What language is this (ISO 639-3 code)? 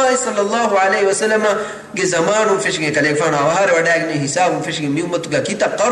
div